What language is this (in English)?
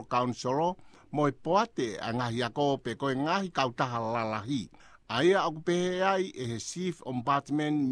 Tongan